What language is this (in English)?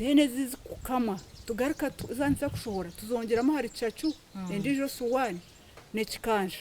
Nyankole